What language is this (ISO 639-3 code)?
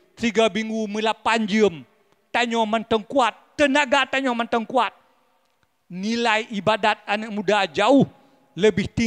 ace